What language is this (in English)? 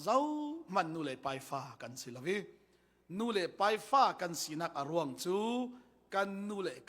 Falam Chin